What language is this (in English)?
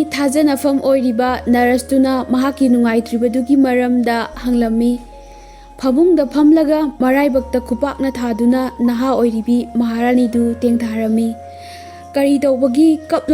Manipuri